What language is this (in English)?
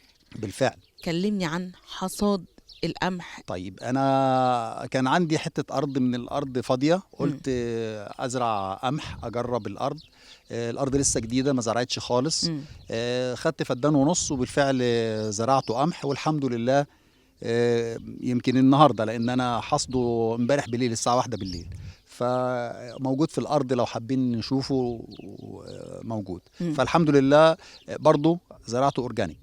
Egyptian Arabic